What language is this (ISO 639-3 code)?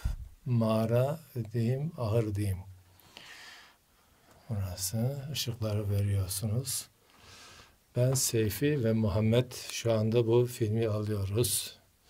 tur